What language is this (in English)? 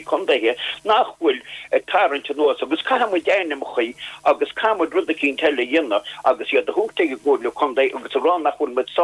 Irish